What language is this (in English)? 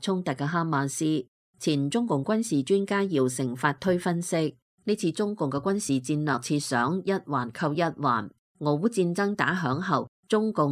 Cantonese